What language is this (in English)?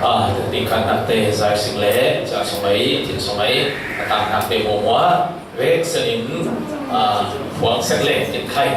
Falam Chin